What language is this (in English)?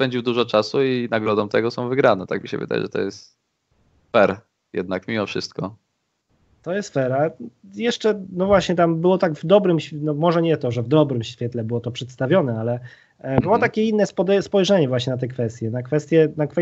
Polish